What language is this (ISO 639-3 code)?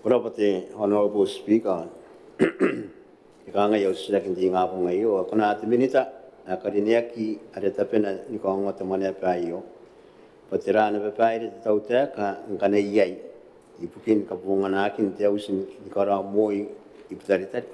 gil